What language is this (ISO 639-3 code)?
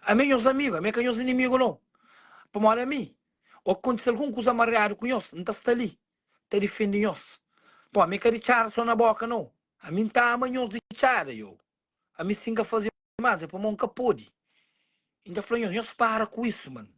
kea